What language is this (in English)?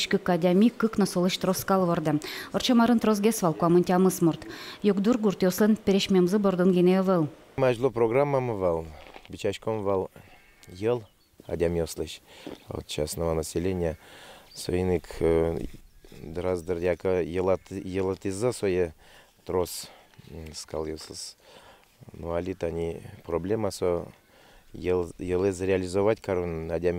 Udmurt